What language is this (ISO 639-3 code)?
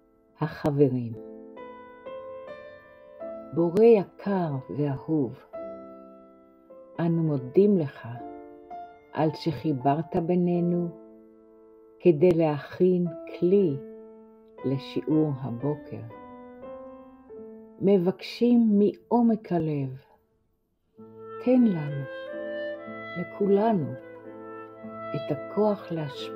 heb